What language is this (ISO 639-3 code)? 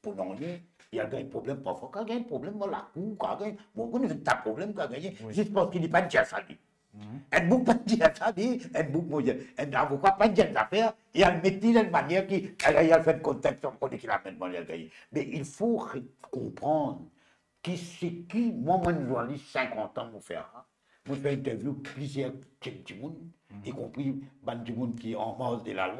mfe